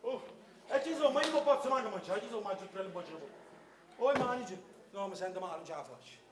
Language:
Neapolitan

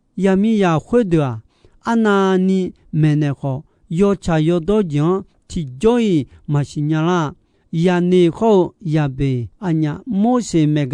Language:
Akha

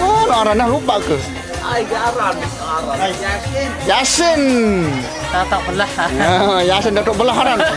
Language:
Sasak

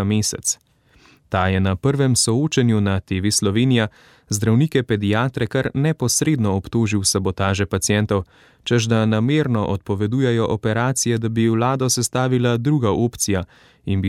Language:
Slovenian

